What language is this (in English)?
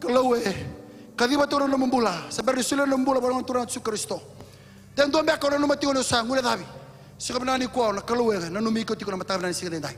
Fijian